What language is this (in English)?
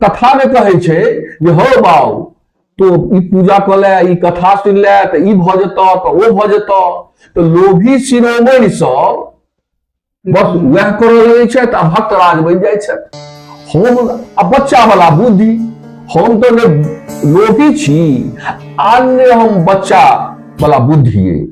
Maithili